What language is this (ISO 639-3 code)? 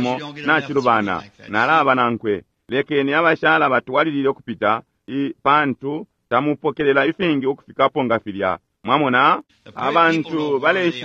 bem